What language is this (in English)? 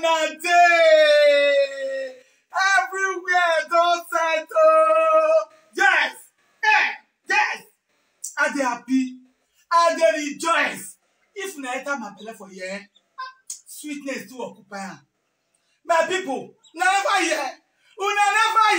Nigerian Pidgin